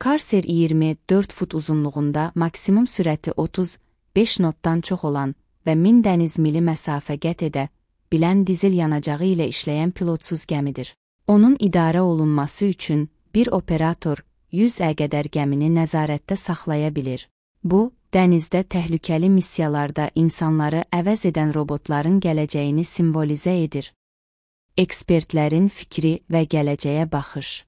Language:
Azerbaijani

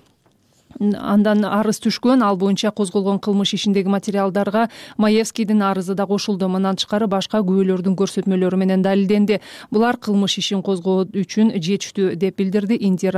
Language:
Kyrgyz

